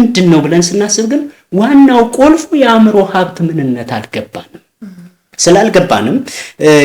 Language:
Amharic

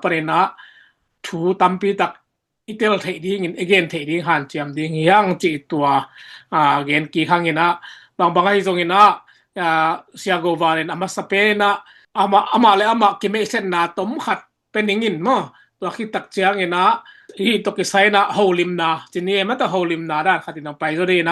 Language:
Tedim Chin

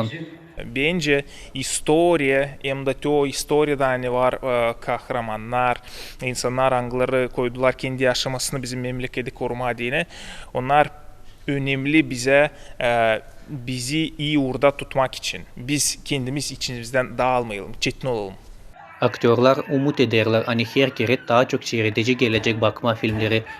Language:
Gagauz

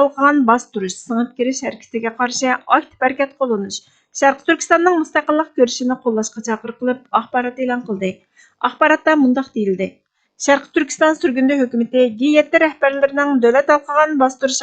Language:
Uyghur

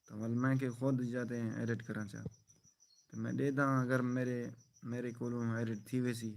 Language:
Saraiki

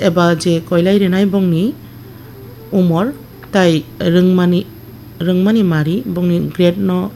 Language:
Kok Borok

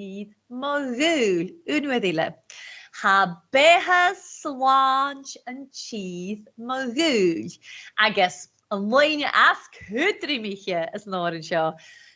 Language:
Scottish Gaelic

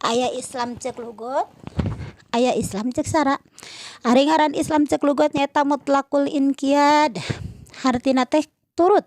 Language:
Sundanese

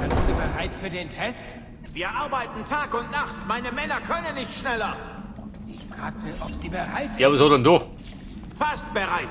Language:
Bavarian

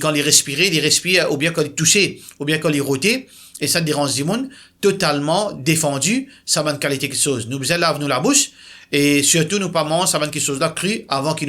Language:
Morisyen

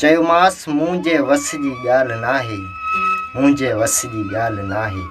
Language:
Sindhi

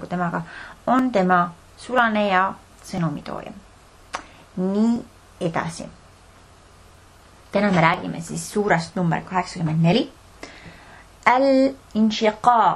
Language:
Estonian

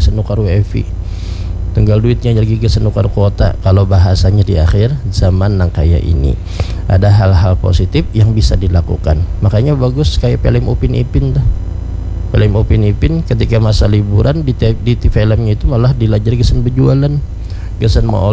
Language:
Banjar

